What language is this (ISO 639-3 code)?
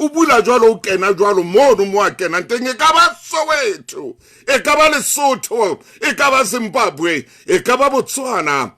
sot